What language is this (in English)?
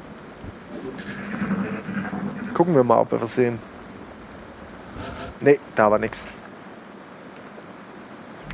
German